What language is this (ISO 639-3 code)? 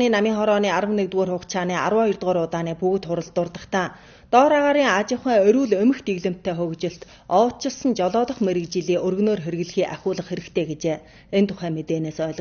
mon